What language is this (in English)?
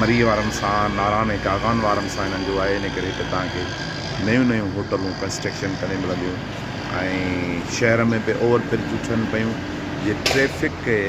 Sindhi